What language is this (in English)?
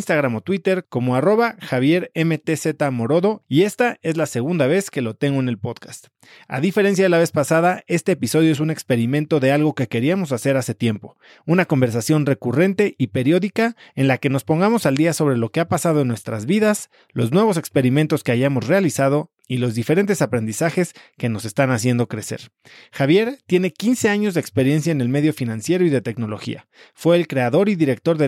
Spanish